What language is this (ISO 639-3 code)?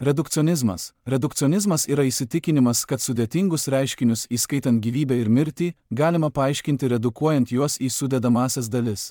lit